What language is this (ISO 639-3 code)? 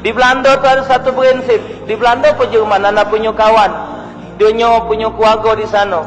mui